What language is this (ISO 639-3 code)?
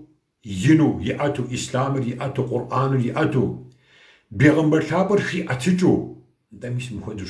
kbd